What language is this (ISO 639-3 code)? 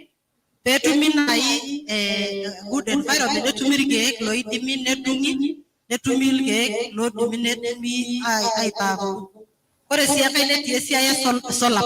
mas